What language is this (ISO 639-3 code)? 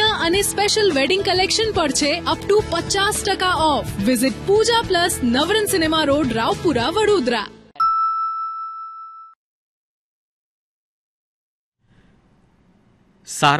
guj